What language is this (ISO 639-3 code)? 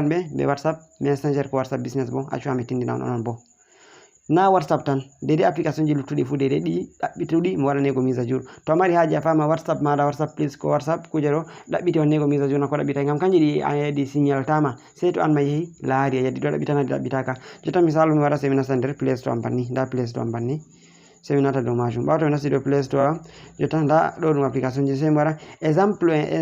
ful